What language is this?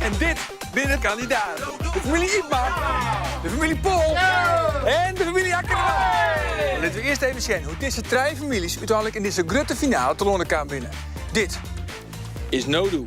Western Frisian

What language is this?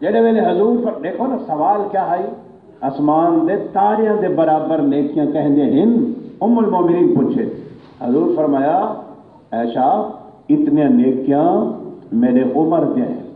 Saraiki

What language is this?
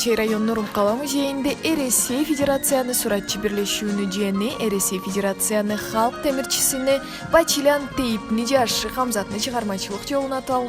Karachay-Balkar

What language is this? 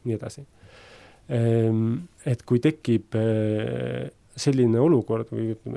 Estonian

